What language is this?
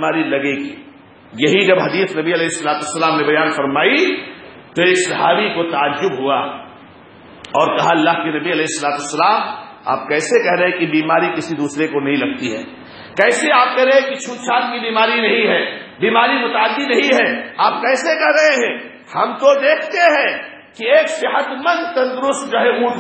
Urdu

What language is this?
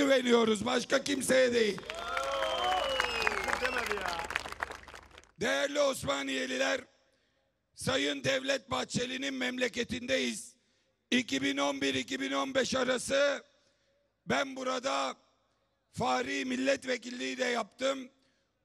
Turkish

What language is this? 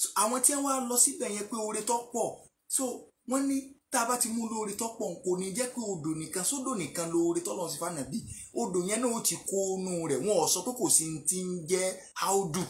Yoruba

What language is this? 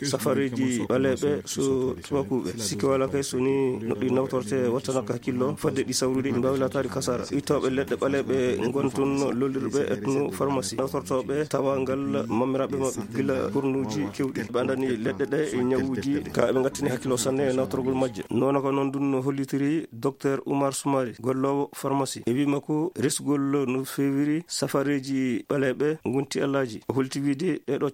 Fula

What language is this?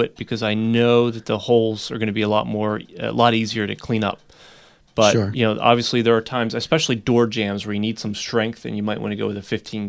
English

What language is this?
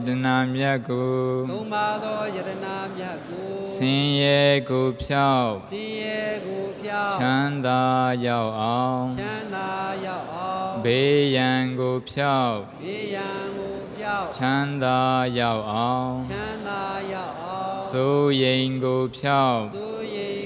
Burmese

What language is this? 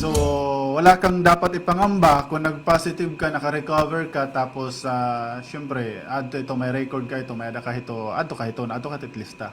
Waray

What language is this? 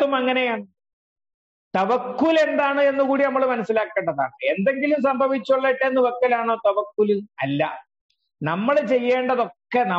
Malayalam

